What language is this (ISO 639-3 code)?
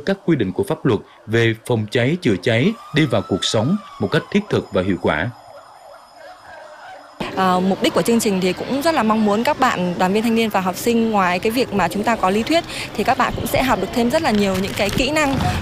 vie